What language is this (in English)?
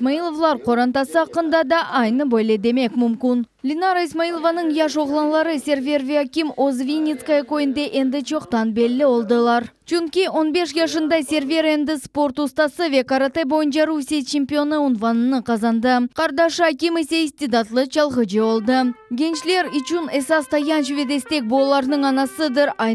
Crimean Tatar